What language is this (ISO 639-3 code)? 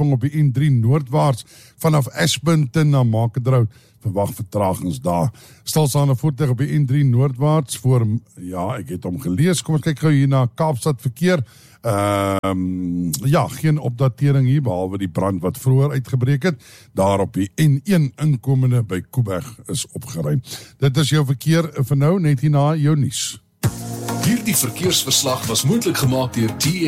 afr